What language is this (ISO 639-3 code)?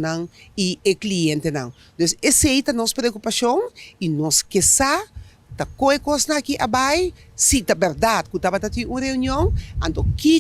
pap